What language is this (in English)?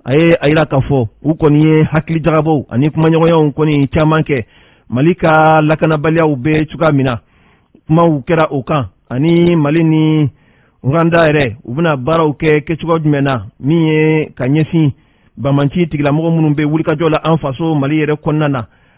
Bambara